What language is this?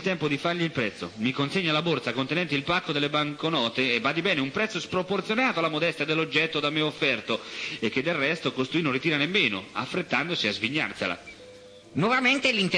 Italian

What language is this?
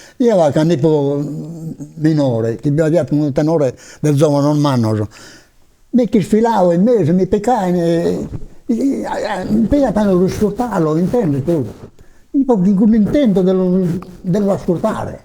Sardinian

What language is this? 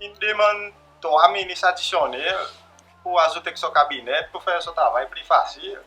Seselwa Creole French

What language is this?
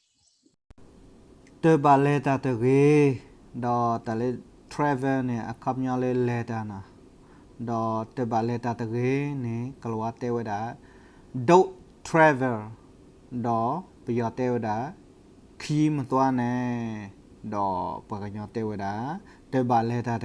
S'gaw Karen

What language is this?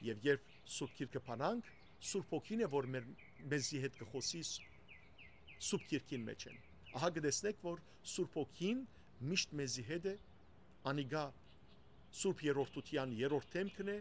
Western Armenian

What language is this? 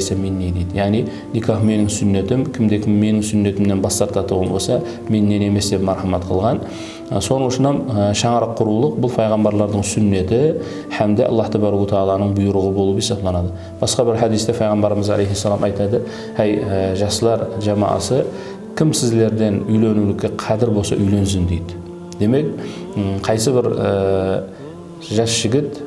Kara-Kalpak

